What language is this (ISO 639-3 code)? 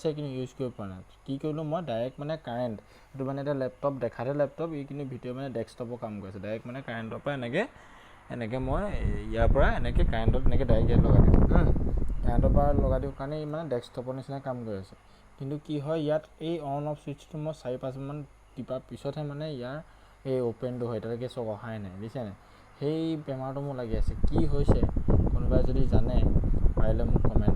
asm